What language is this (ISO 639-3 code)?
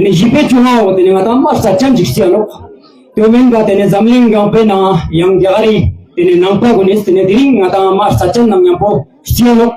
lbj